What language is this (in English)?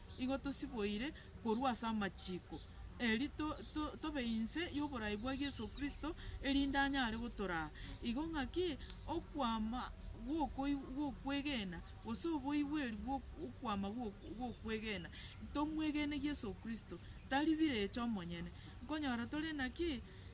Gusii